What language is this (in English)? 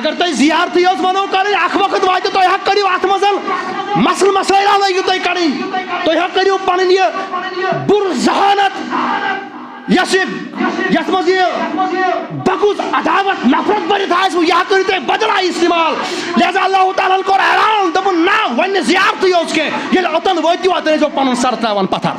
Kashmiri